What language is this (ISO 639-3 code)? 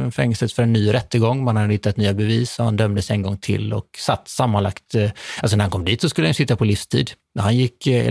swe